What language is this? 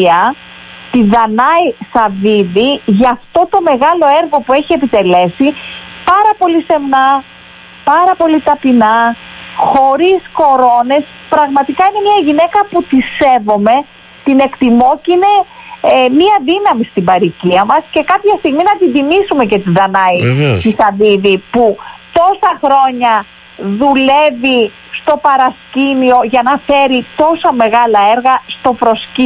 Greek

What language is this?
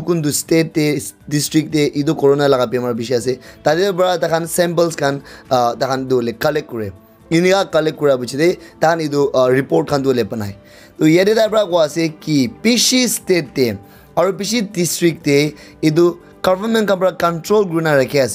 Naga Pidgin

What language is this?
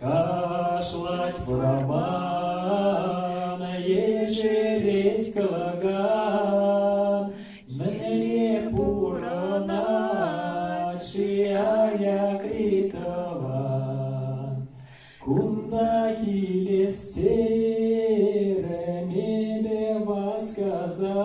Chuvash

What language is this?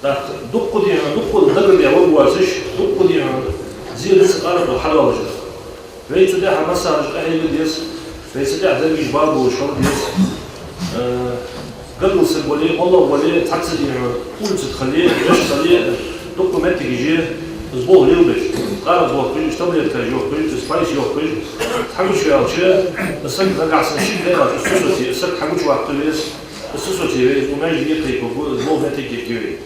Ingush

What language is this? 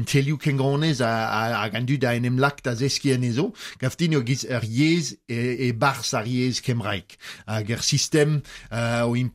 Breton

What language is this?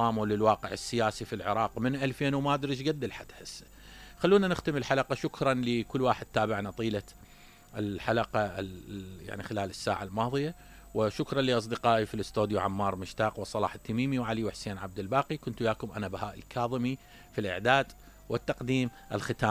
Mesopotamian Arabic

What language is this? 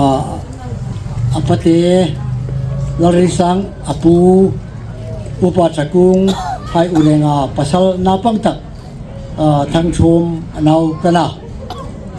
Hmar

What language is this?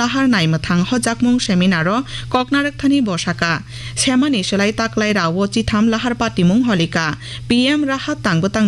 Kok Borok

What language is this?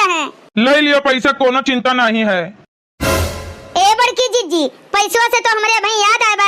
Awadhi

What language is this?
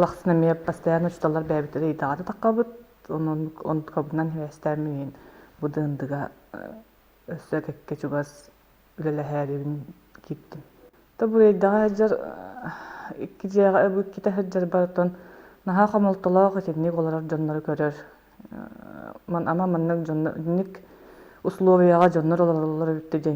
Yakut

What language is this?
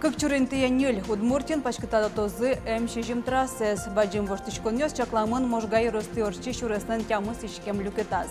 Udmurt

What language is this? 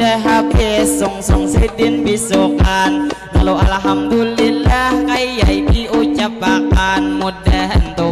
Banjar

